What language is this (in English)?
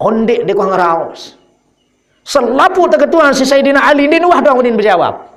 Sasak